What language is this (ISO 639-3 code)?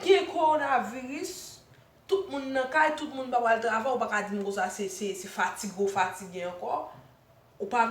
hat